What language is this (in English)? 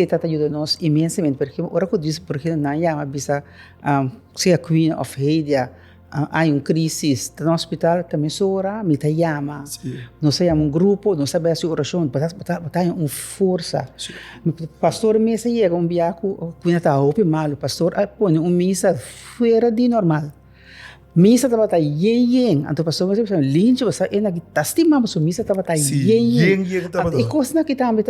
Papiamento